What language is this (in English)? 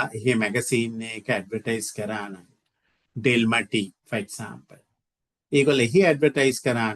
Sinhala